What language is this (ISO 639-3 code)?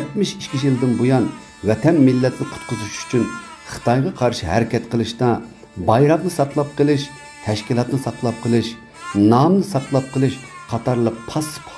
uig